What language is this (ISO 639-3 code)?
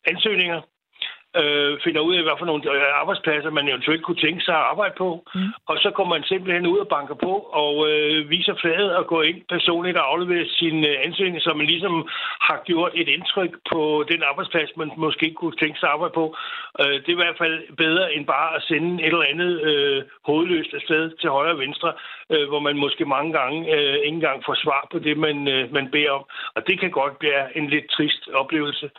dan